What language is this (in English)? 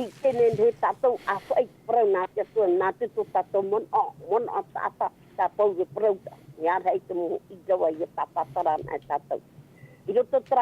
Tahitian